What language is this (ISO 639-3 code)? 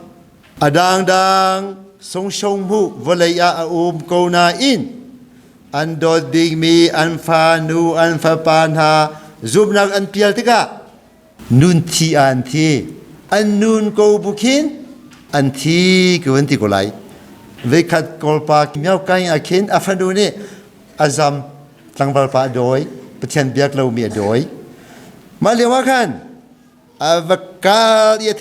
cnh